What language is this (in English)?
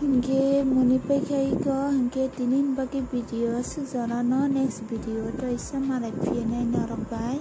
Kok Borok